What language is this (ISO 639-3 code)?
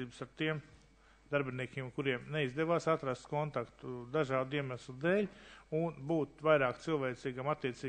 lav